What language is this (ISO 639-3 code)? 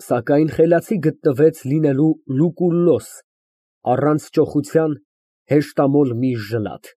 hye